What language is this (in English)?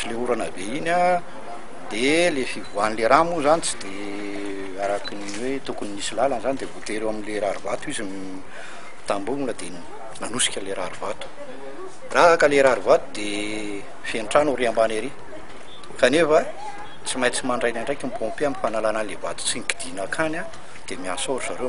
Malagasy